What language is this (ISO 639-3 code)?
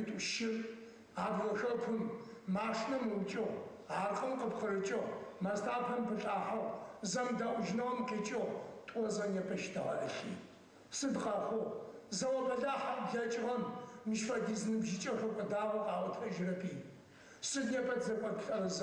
ady